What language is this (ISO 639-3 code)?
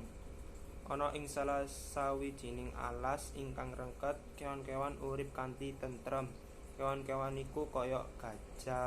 jav